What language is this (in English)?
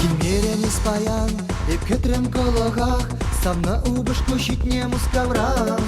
Chuvash